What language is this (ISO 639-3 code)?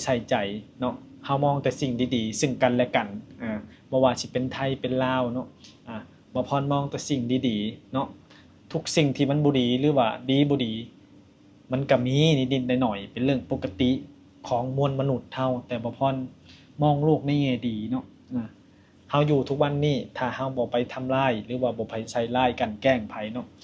lao